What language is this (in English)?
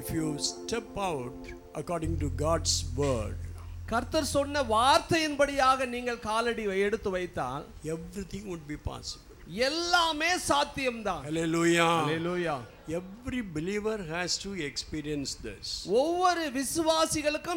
Tamil